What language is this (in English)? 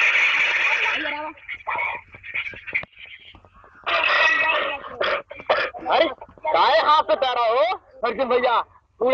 Bhojpuri